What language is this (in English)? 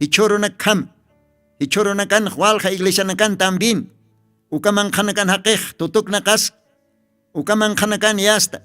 Aymara